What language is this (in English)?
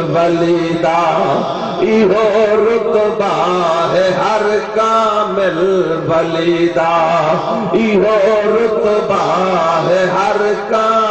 Saraiki